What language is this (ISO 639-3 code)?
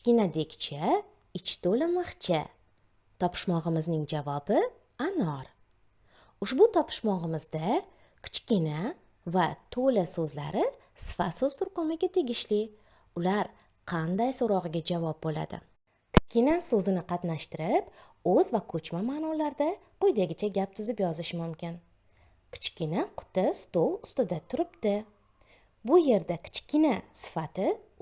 uzb